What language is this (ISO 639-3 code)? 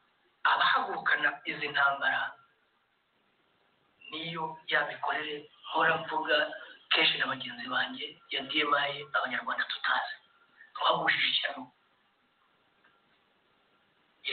kin